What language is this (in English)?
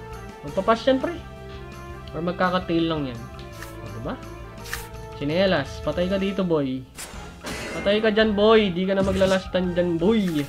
Filipino